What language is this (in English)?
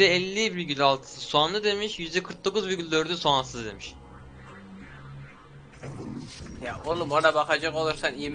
Turkish